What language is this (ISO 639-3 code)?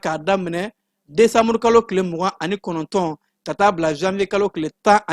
bam